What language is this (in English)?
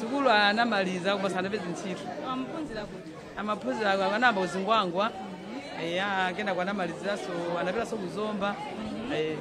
Nyanja